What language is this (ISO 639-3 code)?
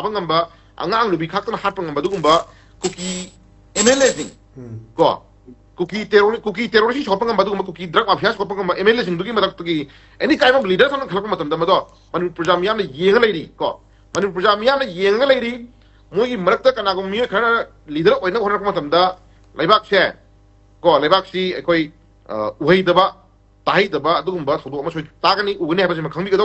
mni